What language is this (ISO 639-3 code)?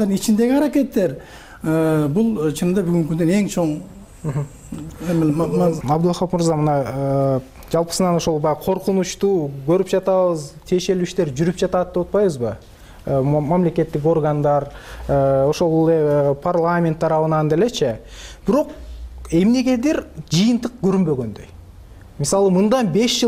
kir